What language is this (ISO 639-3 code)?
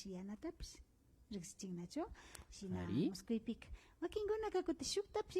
qvi